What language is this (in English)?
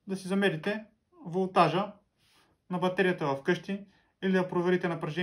Bulgarian